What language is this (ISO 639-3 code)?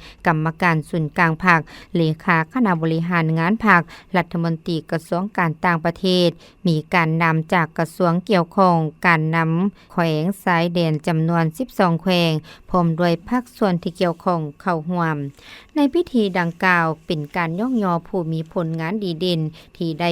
lao